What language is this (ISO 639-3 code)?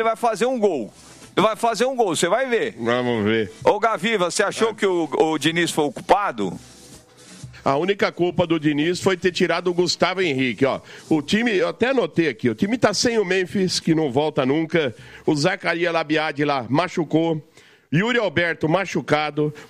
por